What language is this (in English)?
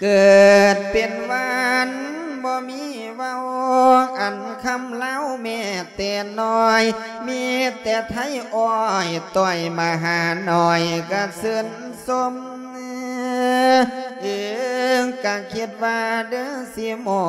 Lao